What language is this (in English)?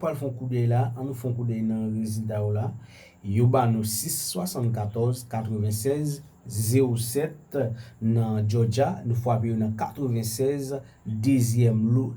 Haitian Creole